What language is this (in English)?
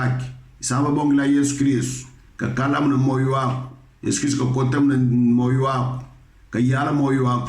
Kongo